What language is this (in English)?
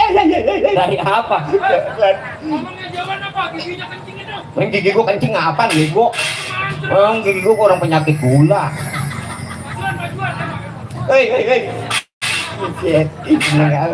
Betawi